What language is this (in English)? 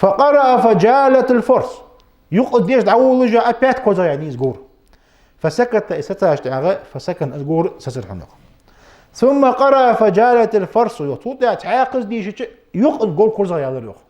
Ingush